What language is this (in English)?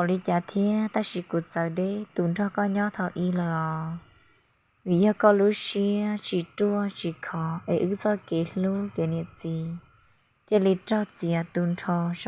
Hmong